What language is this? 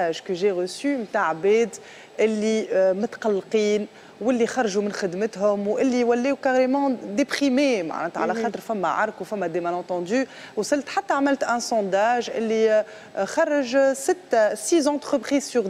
Tunisian Arabic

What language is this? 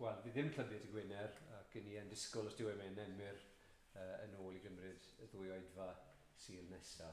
Welsh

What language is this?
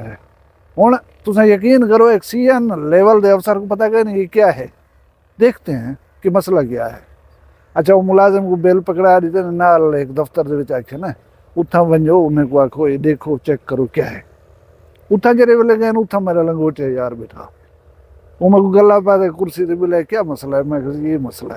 Saraiki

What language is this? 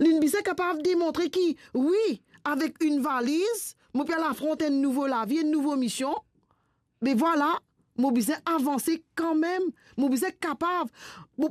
Morisyen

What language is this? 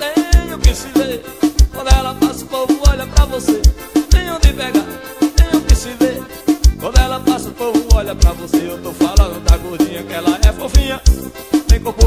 Portuguese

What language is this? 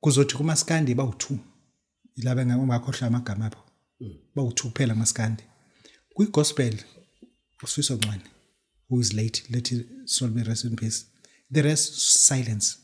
Zulu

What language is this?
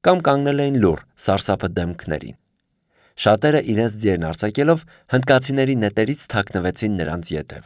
Armenian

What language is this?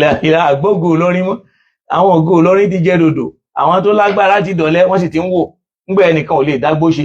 Yoruba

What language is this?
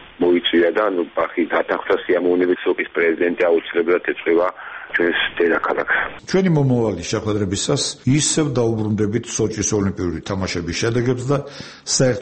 Georgian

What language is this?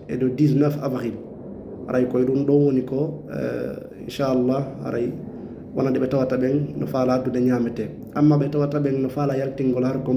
Fula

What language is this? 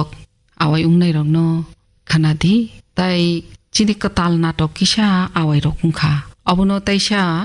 Kok Borok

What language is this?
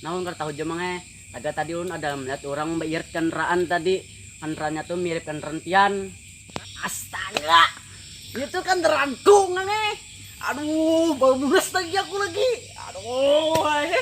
Banjar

